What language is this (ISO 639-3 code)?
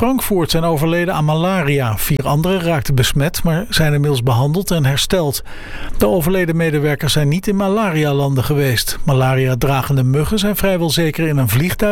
nld